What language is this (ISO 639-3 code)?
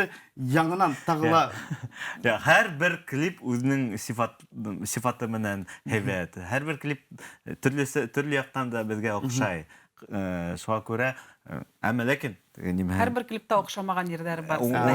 bak